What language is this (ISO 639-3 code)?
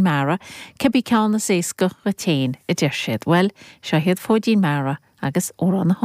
gle